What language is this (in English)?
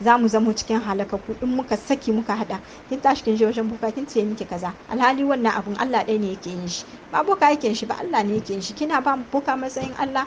Hausa